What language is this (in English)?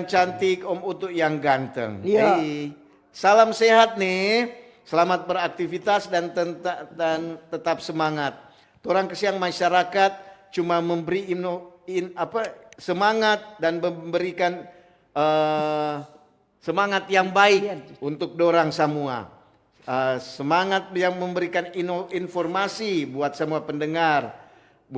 Manado Malay